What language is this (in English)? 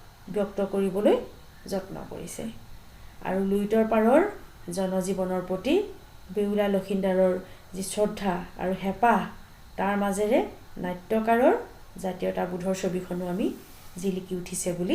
Assamese